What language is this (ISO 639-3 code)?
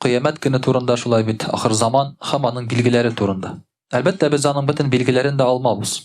tat